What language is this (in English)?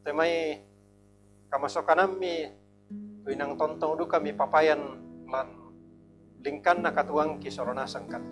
Toraja-Sa'dan